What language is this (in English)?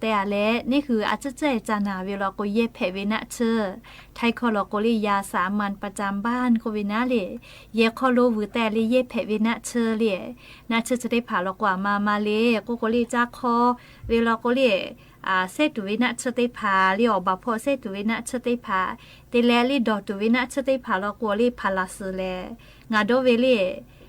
Lahu